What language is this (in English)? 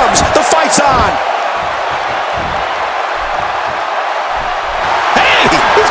English